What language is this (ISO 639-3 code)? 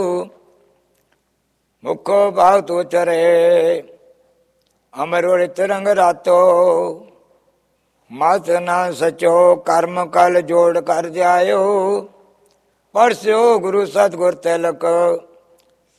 pan